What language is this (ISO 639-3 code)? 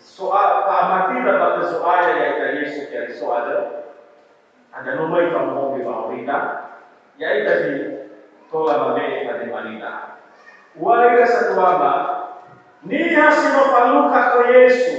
nia